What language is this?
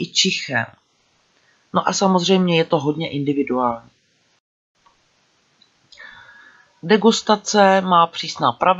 Czech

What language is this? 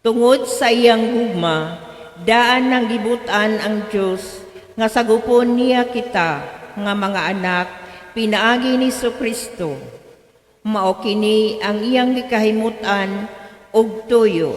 Cebuano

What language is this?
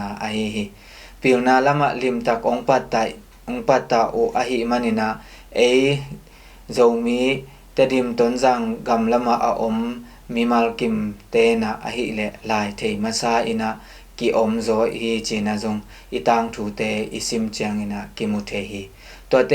Tedim Chin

